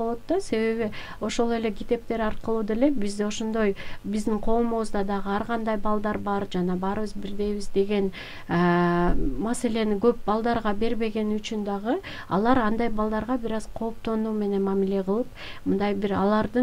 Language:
Kyrgyz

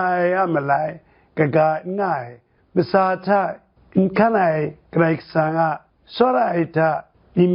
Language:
Kachin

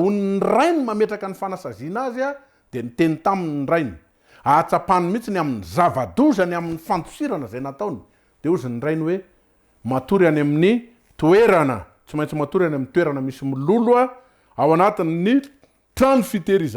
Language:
Malagasy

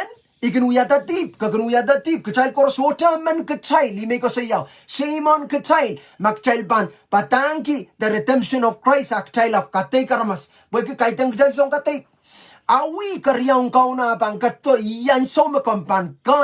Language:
Pohnpeian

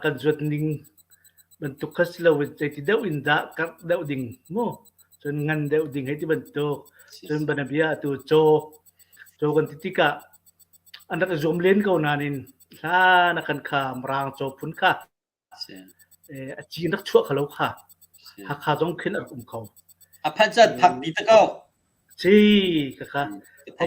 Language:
Hakha Chin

